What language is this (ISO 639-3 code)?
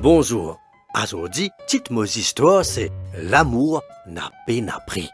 mfe